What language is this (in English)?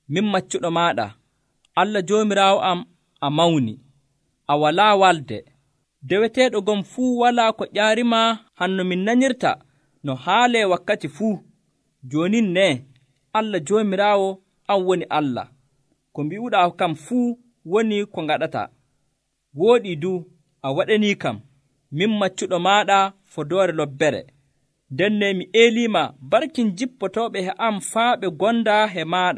Nigerian Fulfulde